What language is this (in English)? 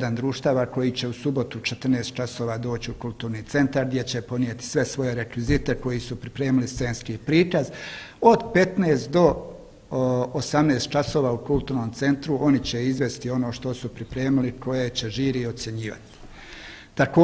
Bosnian